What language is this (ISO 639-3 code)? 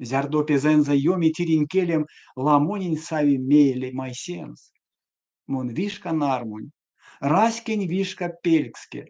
myv